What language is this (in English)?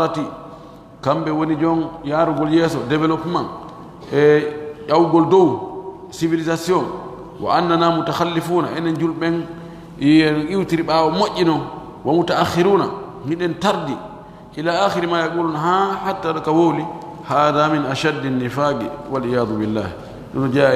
Pular